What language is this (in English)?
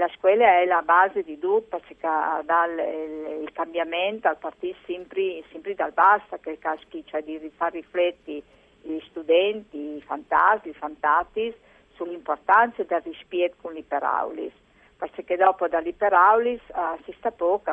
Friulian